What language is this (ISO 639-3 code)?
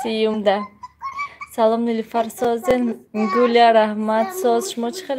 tgk